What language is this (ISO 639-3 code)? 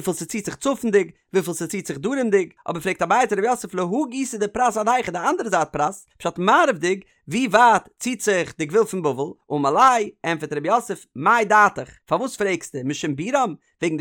yid